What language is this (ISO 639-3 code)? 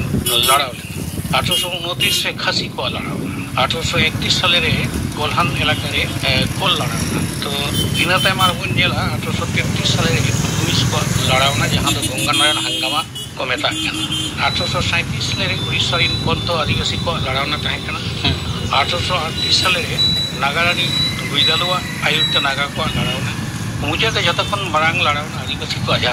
sat